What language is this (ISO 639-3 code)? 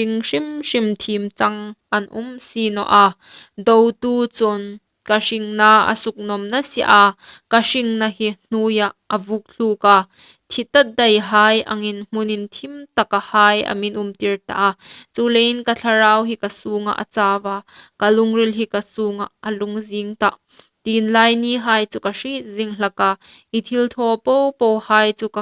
hmr